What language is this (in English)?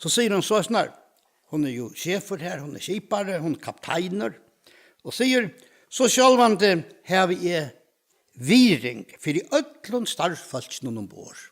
Faroese